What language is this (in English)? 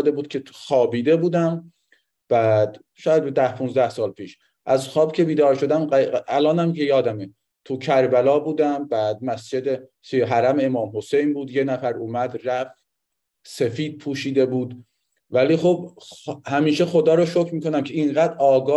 Persian